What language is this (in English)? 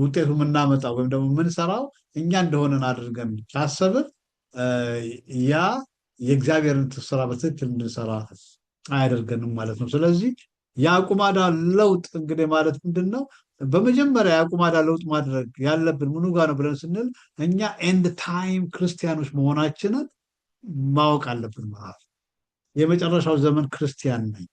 Amharic